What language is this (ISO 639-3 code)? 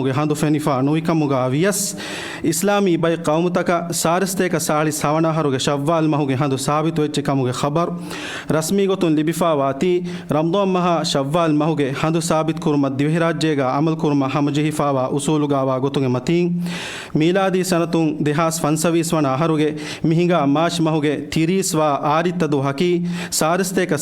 div